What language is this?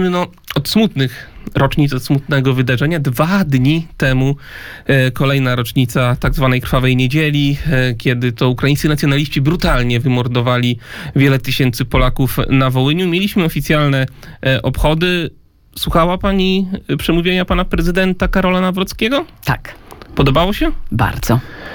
Polish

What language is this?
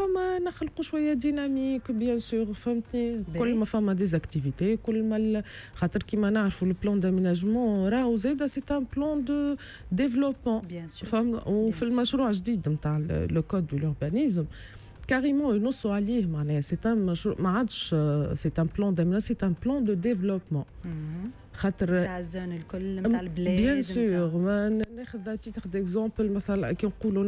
Tunisian Arabic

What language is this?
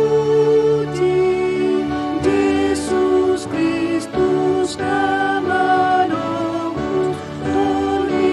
Batak Toba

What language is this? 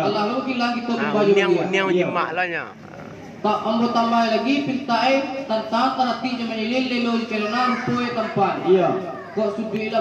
Minangkabau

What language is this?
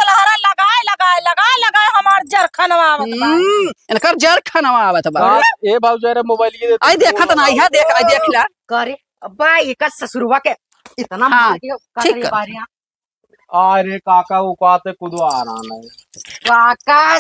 Awadhi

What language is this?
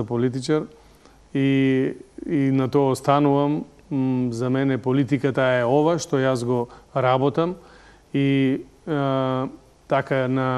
Macedonian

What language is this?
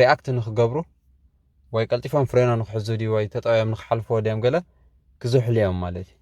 Tigrinya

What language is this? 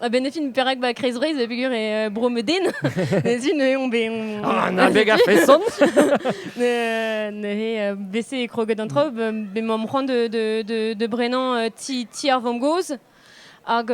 Breton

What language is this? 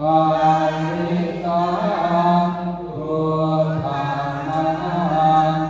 Pali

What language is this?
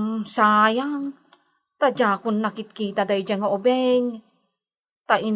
Iloko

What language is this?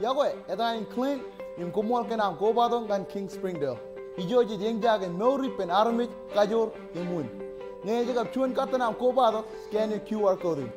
Marshallese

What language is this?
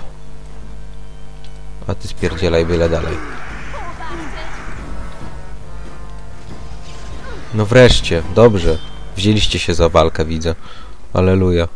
Polish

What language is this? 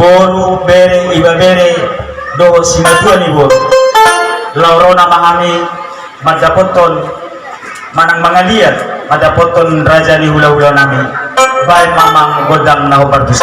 Batak Toba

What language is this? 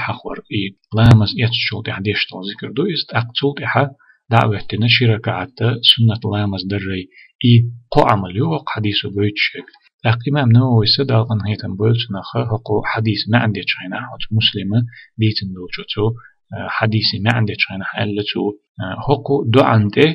Chechen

